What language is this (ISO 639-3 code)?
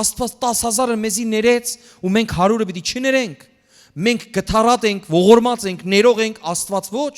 hyw